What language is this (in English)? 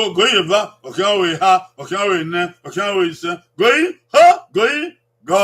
Bini